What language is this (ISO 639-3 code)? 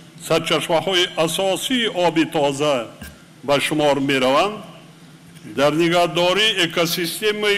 tgk